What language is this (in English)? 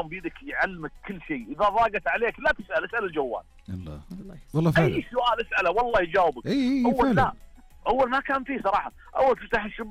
Najdi Arabic